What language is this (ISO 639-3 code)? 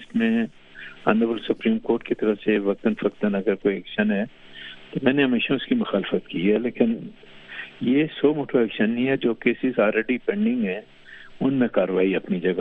urd